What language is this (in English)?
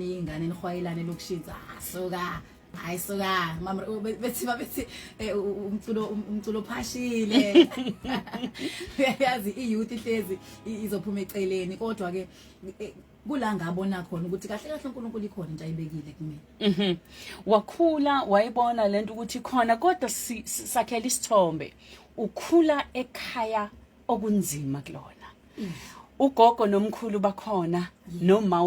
Zulu